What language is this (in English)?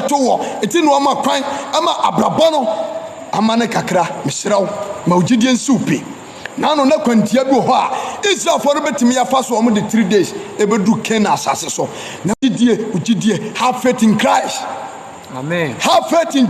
Akan